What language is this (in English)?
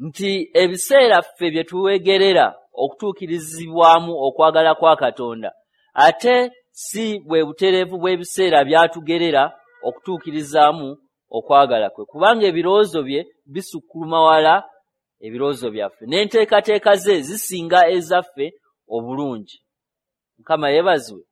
Ganda